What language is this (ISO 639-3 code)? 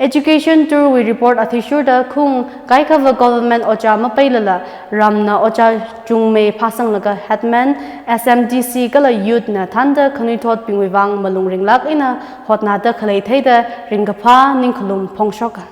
nmf